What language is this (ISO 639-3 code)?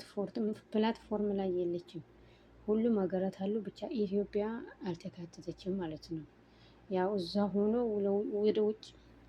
amh